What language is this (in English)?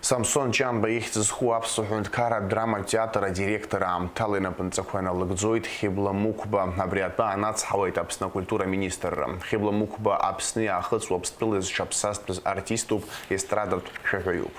Abkhazian